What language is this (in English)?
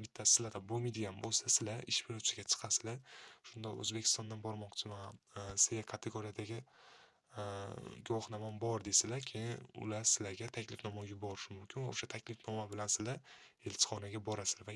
Uzbek